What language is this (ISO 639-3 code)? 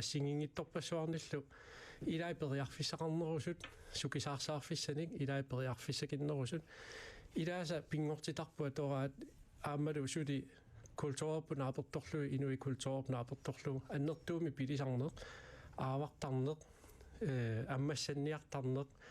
kal